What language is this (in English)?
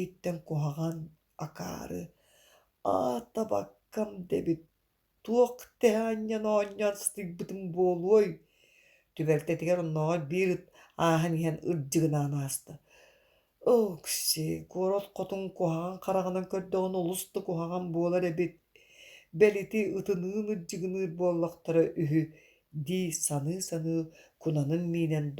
Yakut